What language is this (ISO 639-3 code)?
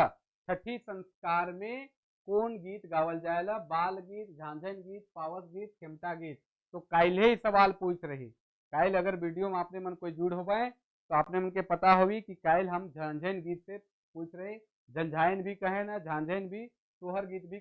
sck